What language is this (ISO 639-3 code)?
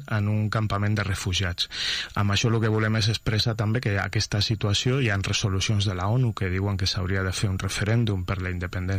cat